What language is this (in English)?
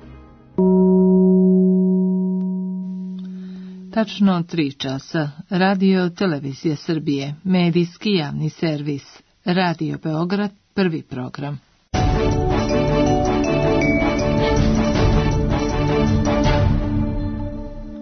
Serbian